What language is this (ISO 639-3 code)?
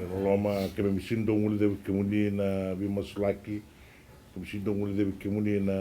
fij